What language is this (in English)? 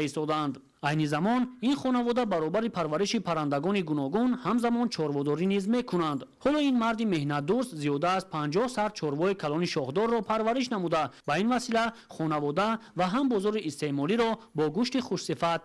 Tajik